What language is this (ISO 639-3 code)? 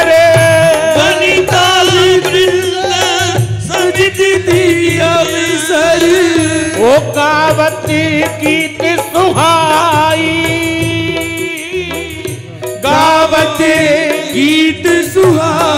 hin